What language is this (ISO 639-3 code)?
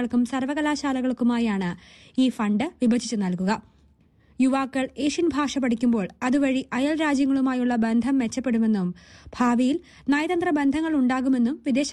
mal